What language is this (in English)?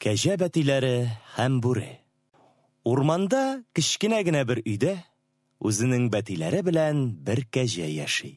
Tatar